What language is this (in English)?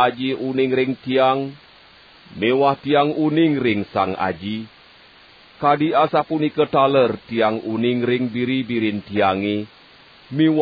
Balinese